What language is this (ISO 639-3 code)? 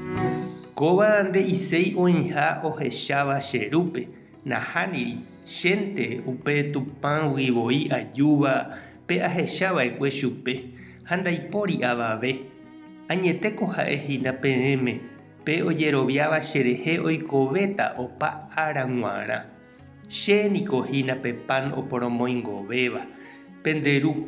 grn